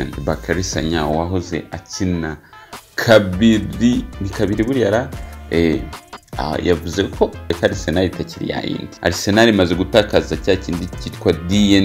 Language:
Kinyarwanda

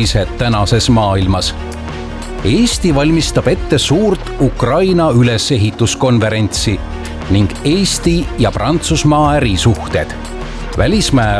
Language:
Estonian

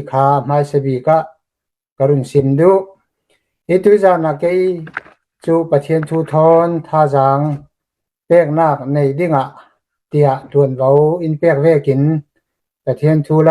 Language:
Hakha Chin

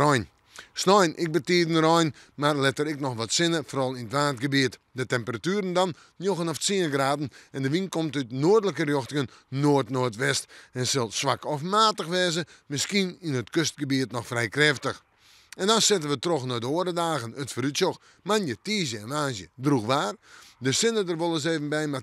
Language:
Western Frisian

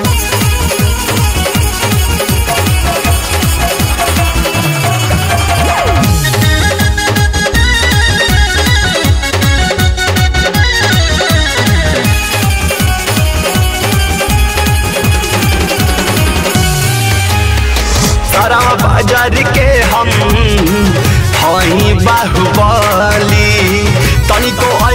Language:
Bhojpuri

